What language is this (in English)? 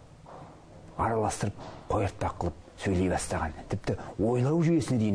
Kazakh